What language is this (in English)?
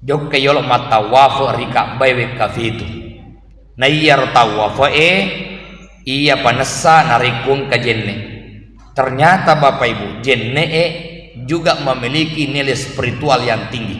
Buginese